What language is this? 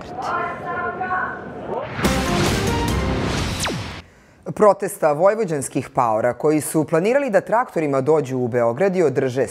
Serbian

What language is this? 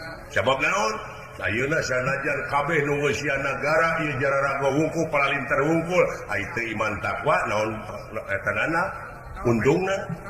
Sundanese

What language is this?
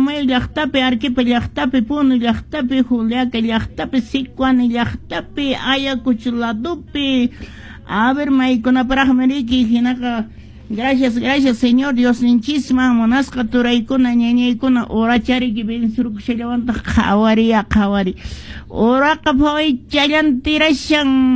Quechua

